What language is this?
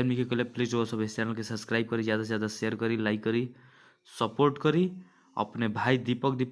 Bhojpuri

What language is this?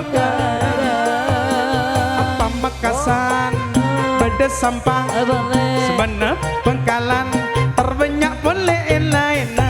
Madurese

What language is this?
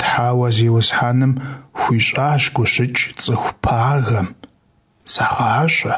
Kabardian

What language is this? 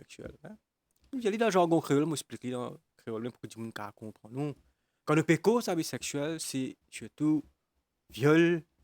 Morisyen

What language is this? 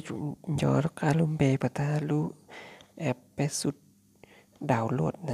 Hmong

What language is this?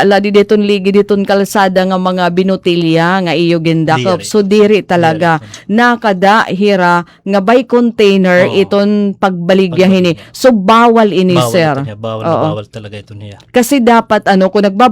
Waray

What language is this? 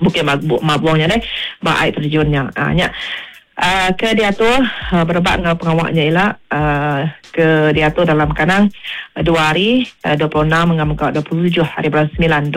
Iban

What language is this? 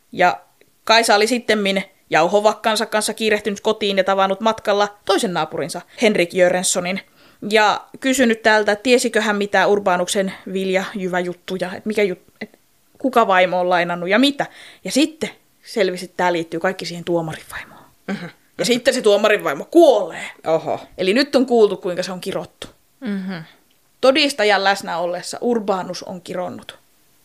Finnish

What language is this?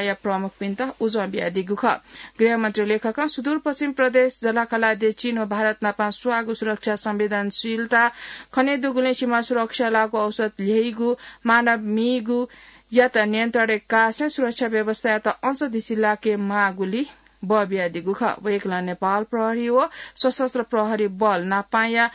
Newari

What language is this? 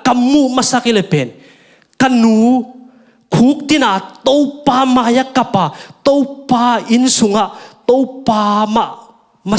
Tedim Chin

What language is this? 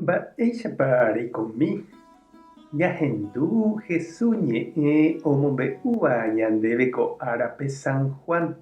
Guarani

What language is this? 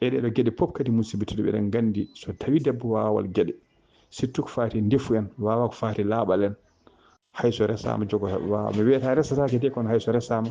Fula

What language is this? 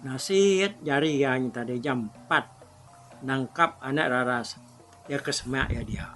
Iban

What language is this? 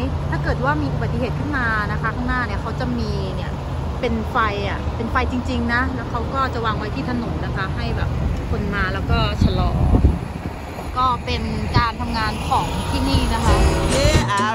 Thai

